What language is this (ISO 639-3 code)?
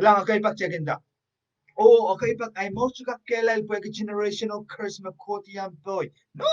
pon